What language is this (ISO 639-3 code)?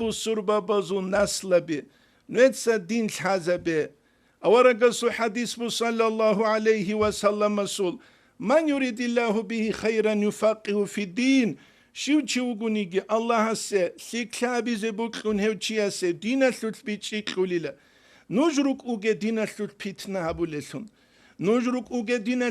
ava